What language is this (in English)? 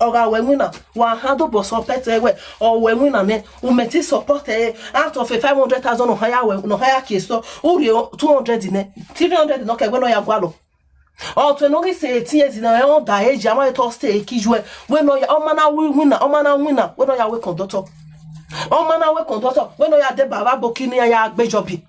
Nigerian Pidgin